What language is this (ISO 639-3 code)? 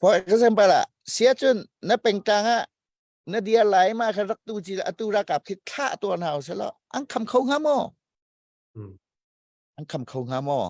cnh